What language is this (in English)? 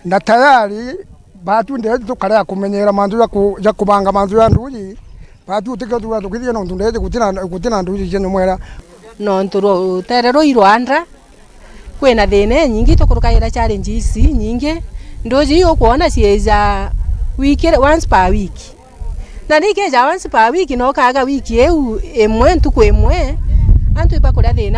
Meru